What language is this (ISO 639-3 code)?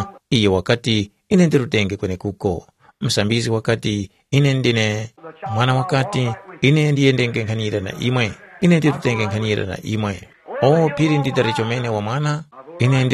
tum